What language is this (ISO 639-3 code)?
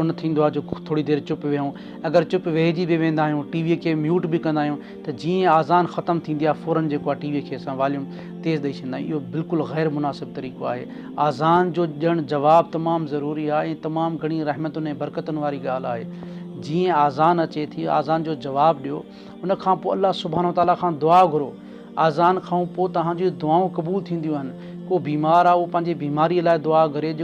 snd